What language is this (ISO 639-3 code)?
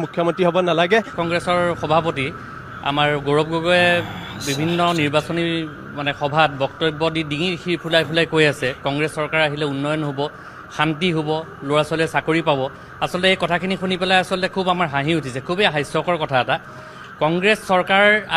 asm